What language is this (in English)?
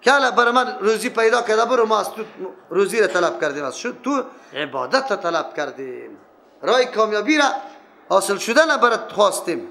Persian